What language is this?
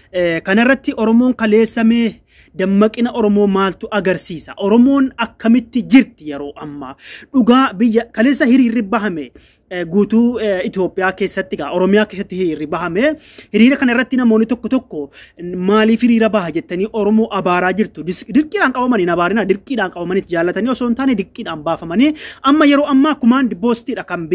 Oromo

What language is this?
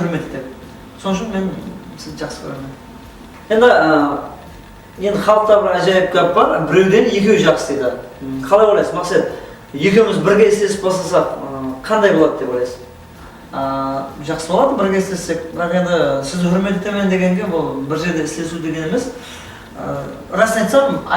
Kara-Kalpak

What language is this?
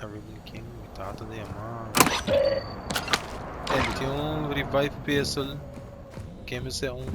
Papiamento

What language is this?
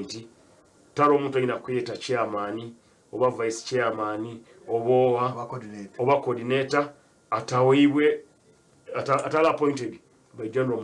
Nyankole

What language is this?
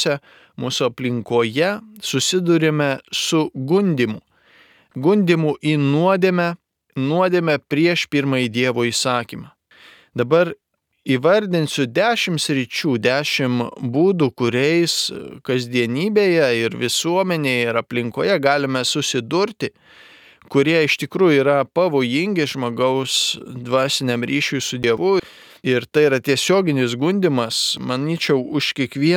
Lithuanian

